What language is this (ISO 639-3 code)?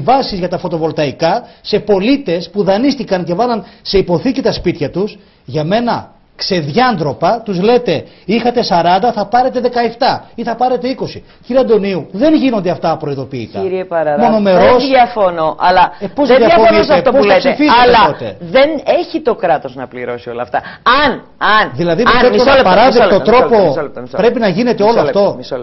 ell